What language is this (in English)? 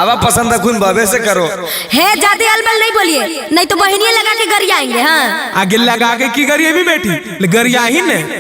Magahi